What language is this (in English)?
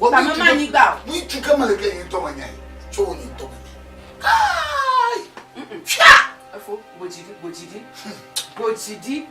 Ewe